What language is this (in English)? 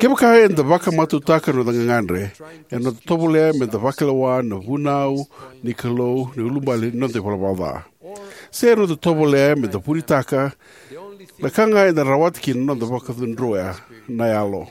Fijian